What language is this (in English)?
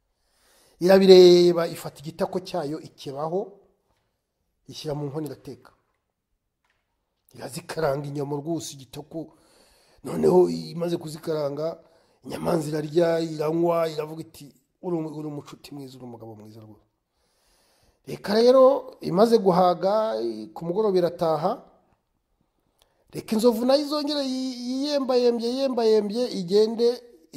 Kinyarwanda